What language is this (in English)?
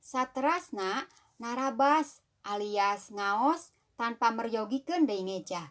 Sundanese